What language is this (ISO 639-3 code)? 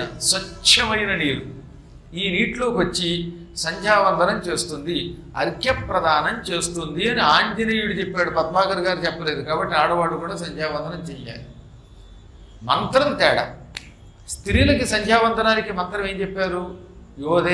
tel